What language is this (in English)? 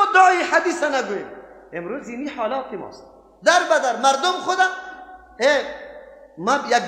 Persian